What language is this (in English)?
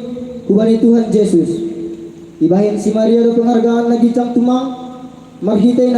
Batak Simalungun